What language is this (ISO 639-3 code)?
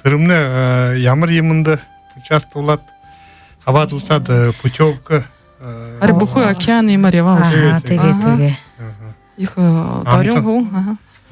bua